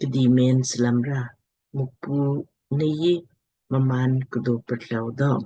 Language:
Lamkang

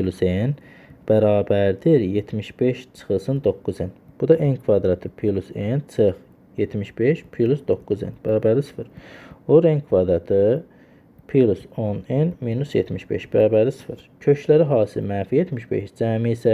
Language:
Azerbaijani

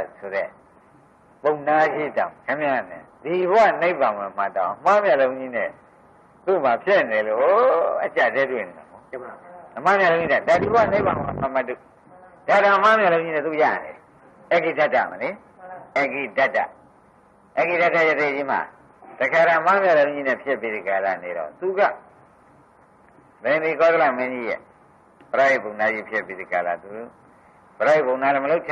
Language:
Burmese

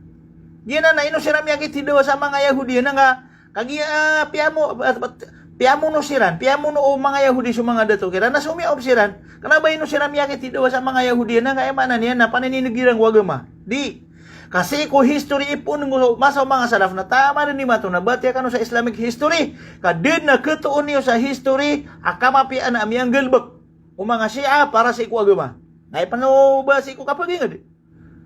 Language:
Maranao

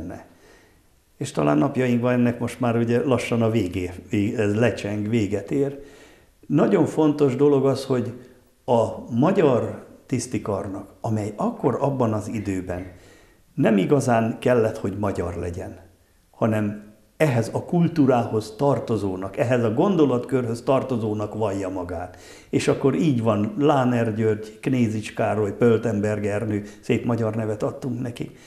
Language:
Hungarian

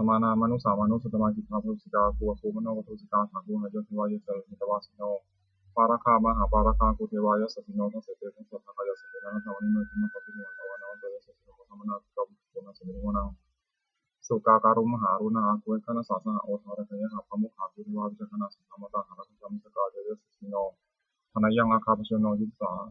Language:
Pali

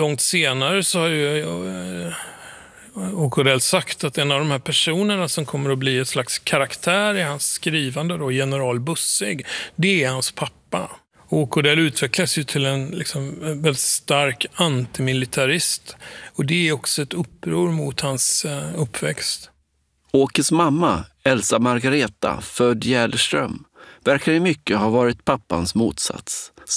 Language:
Swedish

